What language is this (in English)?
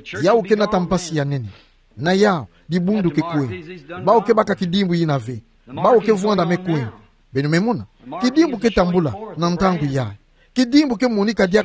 Kituba (Democratic Republic of Congo)